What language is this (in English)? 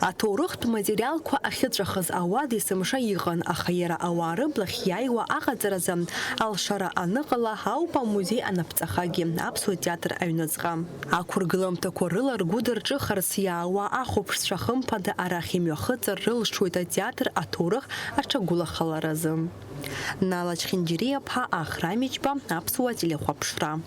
Abkhazian